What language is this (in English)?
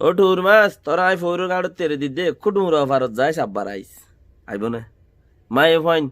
Rohingya